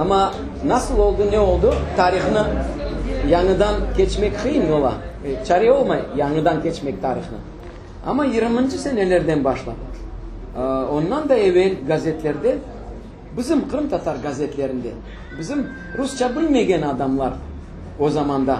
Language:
Crimean Tatar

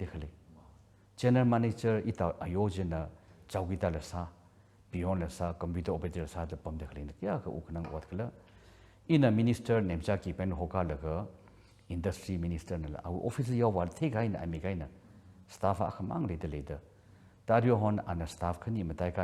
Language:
Tangkhul Naga (India)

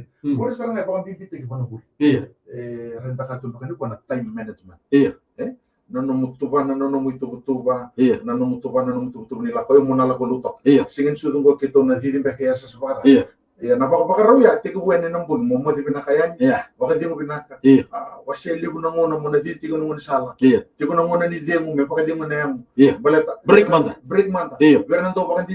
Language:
Fijian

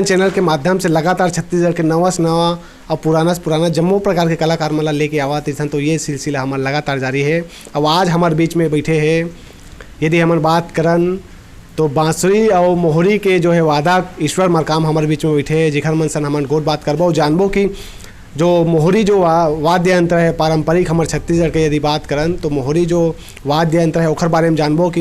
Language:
Chhattisgarhi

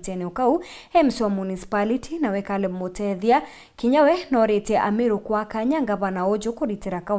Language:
Meru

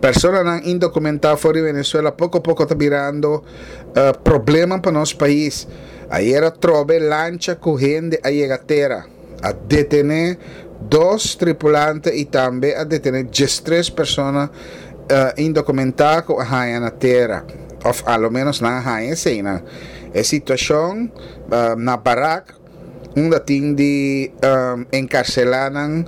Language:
Papiamento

